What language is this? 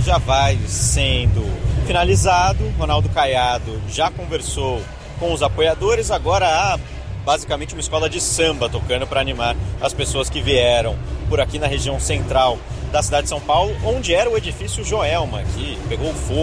Portuguese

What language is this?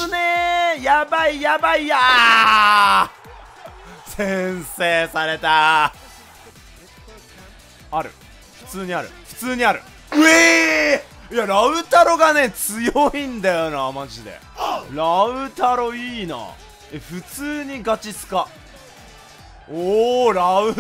Japanese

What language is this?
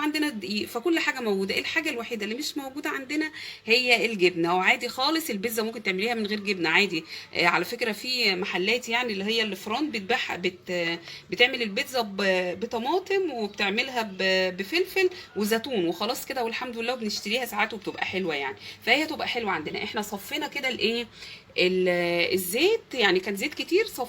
Egyptian Arabic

